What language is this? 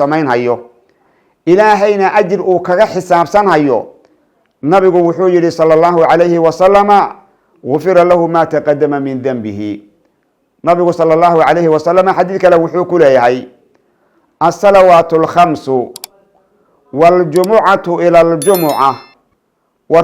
Somali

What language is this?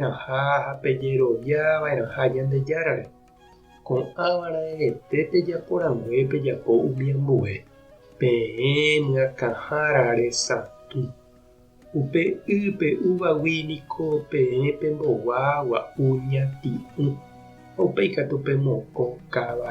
Guarani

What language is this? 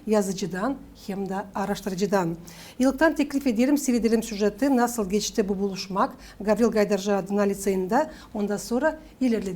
Gagauz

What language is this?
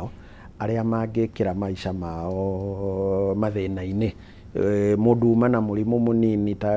Kikuyu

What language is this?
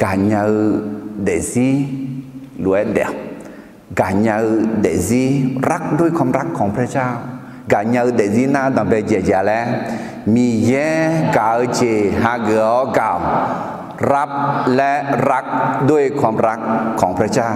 Akha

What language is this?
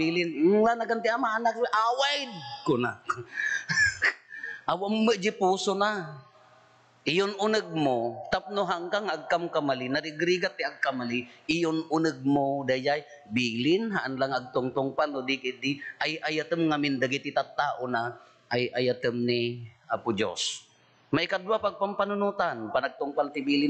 Iloko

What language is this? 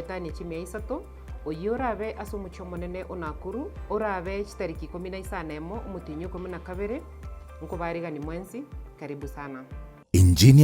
Gusii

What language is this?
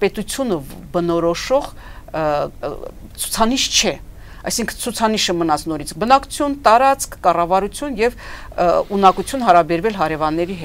Armenian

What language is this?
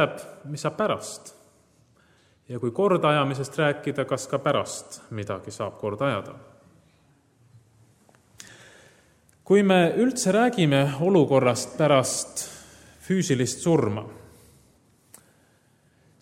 Estonian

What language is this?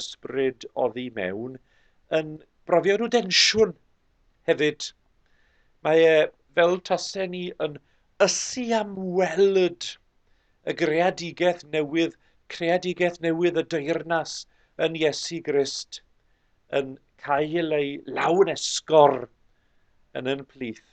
Welsh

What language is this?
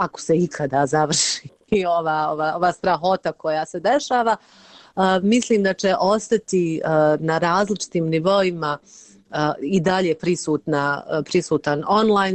Bosnian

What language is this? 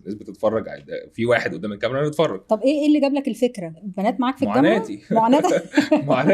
Egyptian Arabic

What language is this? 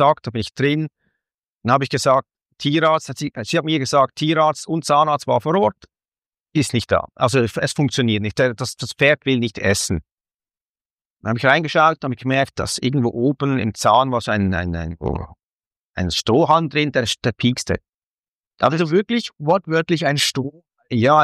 German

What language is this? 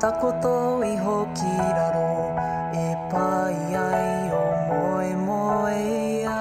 Māori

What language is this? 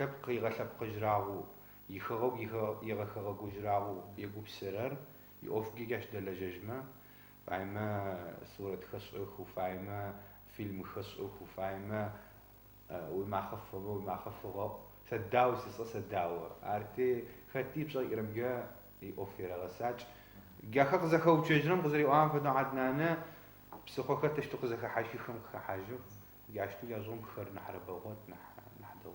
Adyghe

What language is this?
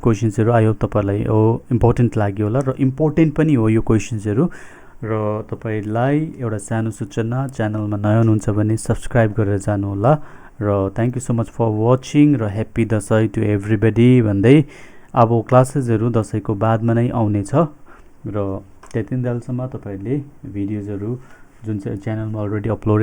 Nepali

